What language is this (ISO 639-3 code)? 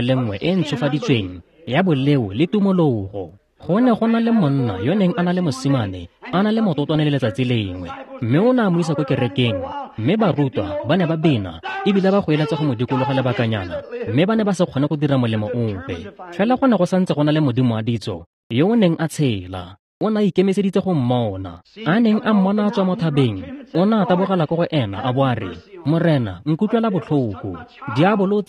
tsn